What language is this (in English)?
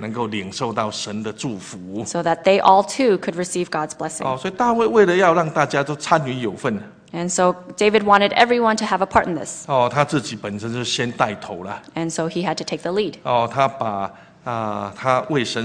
Chinese